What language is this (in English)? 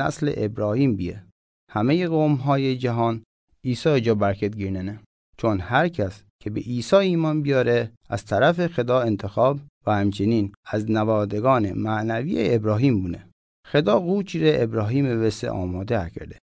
Mazanderani